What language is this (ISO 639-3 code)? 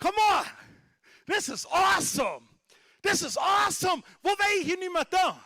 pdt